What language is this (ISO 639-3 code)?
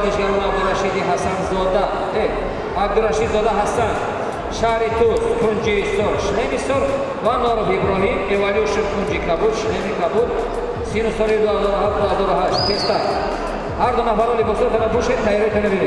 tgk